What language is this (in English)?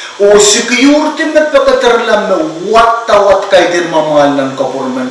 Pohnpeian